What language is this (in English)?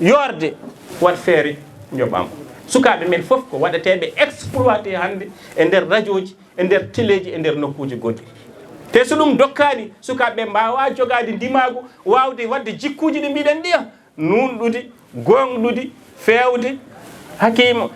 Fula